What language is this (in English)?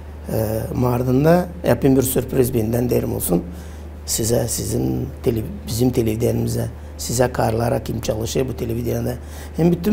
Gagauz